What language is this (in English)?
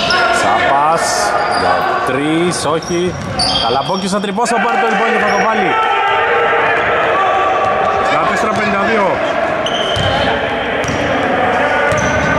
Greek